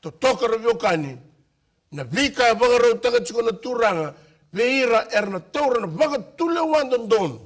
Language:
Fijian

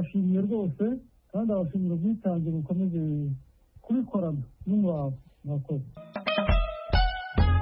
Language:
Kinyarwanda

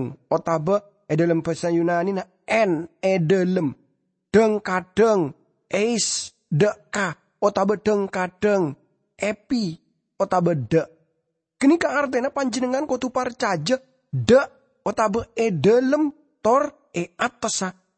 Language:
Madurese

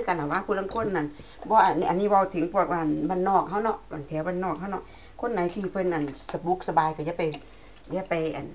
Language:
Northeastern Thai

